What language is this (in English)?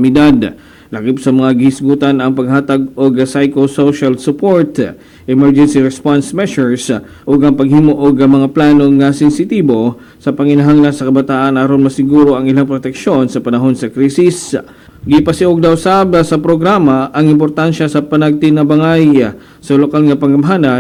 Cebuano